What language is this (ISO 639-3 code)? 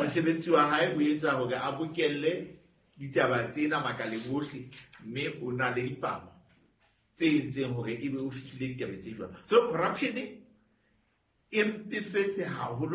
sot